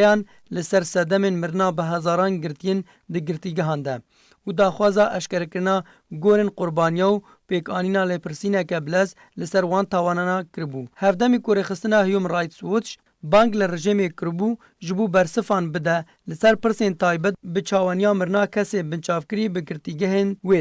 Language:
Kurdish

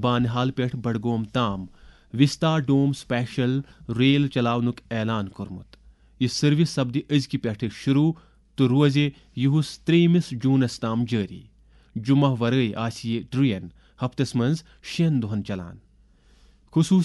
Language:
Kashmiri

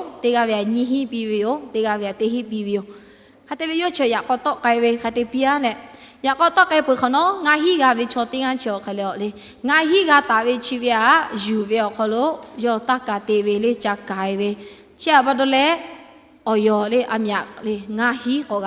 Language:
Lahu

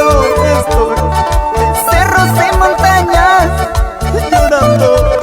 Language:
Ayacucho Quechua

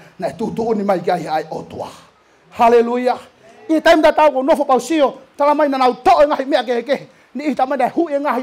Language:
Tongan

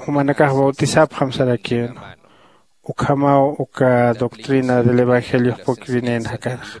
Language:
Aymara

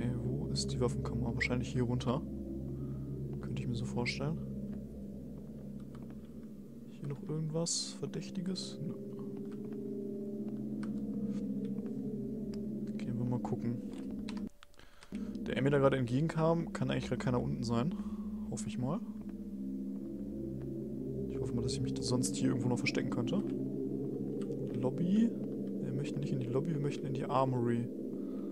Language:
German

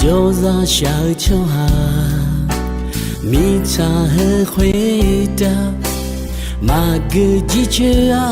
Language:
Akha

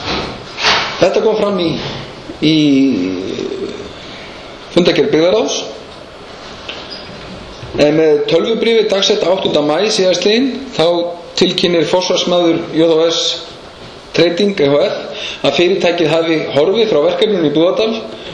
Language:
Icelandic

